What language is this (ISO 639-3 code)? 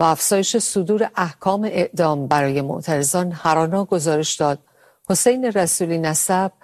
fas